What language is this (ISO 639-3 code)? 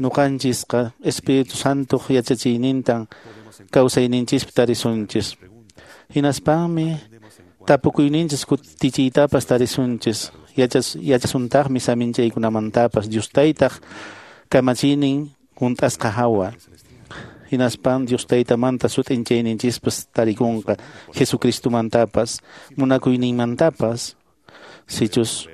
que